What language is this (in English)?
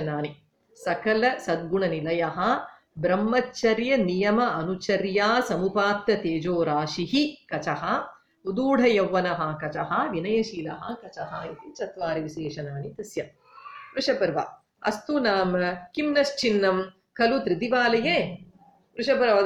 Sanskrit